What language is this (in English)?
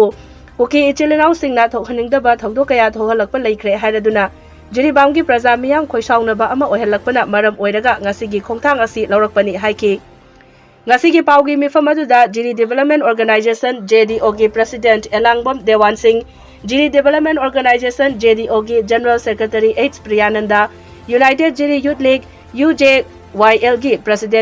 Manipuri